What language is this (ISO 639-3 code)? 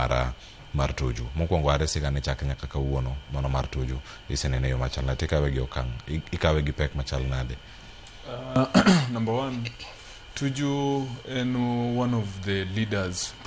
luo